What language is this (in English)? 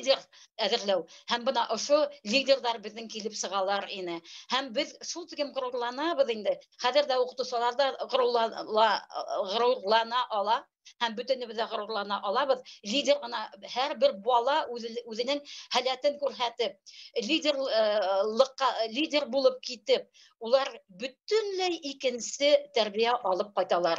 Bashkir